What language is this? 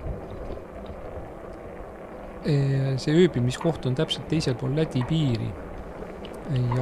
Estonian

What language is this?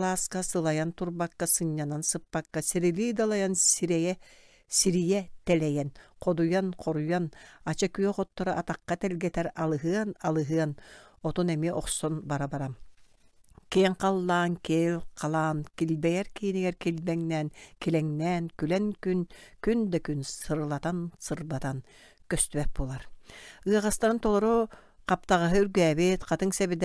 Yakut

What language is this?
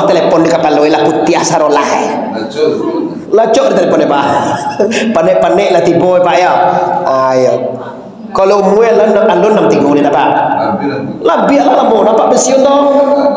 Minangkabau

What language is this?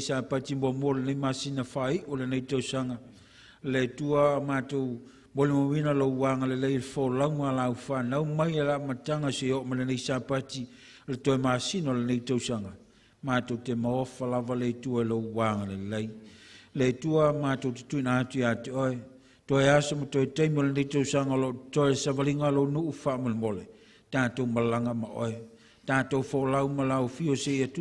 Samoan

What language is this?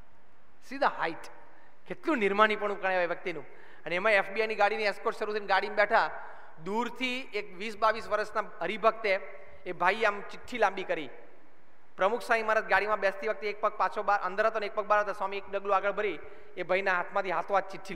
Gujarati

